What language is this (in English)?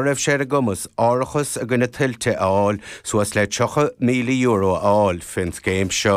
Irish